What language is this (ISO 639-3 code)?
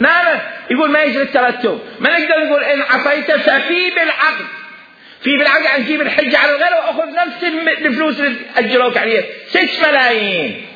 acm